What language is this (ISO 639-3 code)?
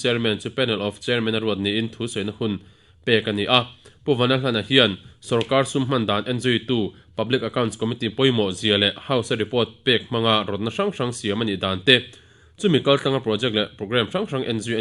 lus